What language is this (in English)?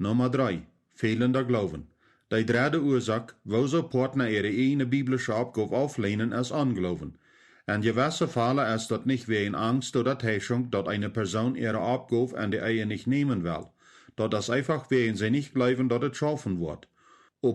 Plautdietsch